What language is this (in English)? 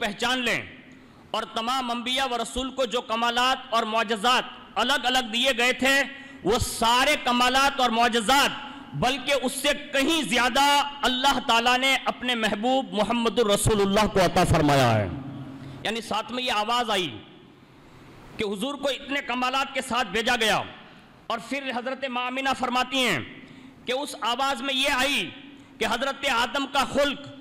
Urdu